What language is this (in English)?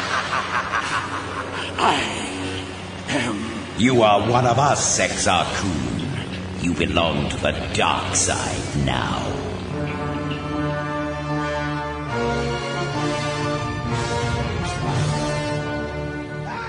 English